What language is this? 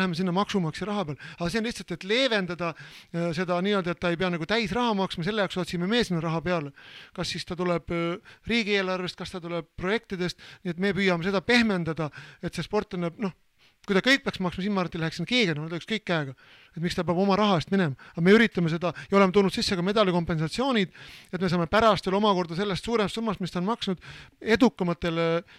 Estonian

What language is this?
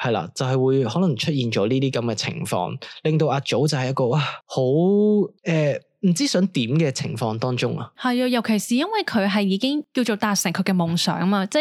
Cantonese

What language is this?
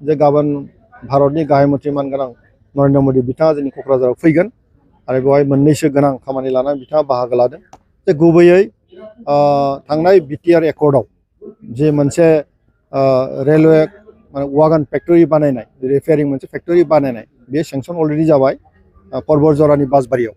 Bodo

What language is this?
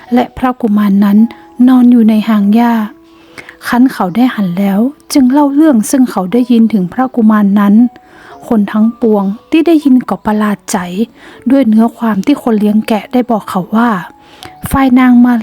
Northern Thai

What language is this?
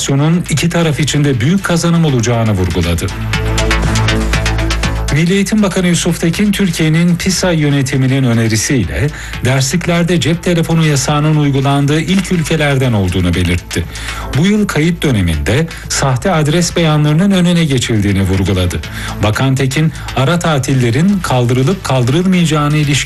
Turkish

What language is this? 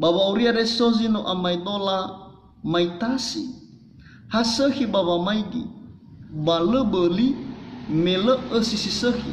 Nias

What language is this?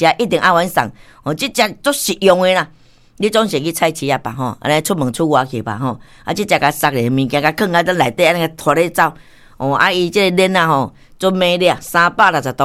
Min Nan Chinese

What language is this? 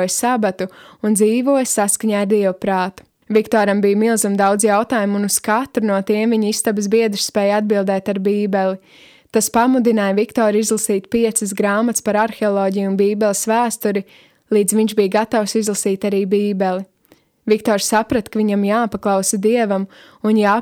Latvian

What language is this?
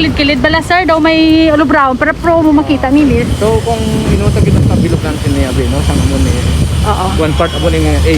Hiligaynon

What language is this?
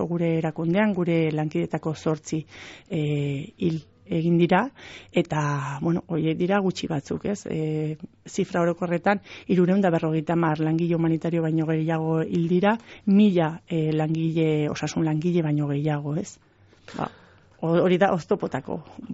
Basque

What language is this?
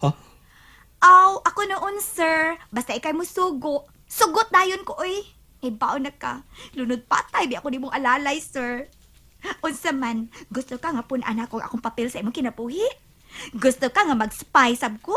Cebuano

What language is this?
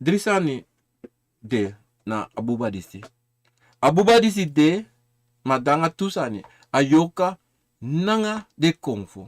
Sranan Tongo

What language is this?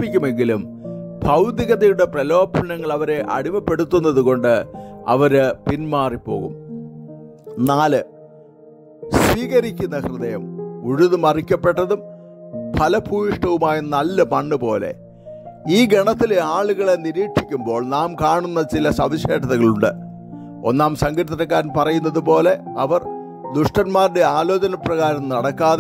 Malayalam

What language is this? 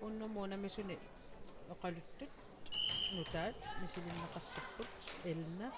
Kalaallisut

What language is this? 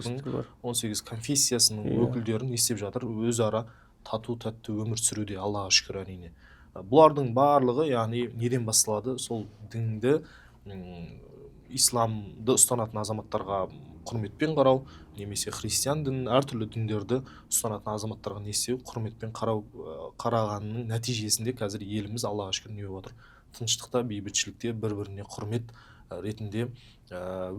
Kazakh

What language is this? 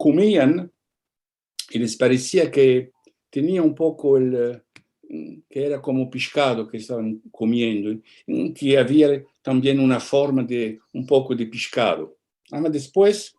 Ladino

